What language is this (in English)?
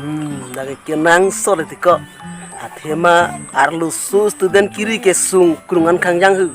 Karbi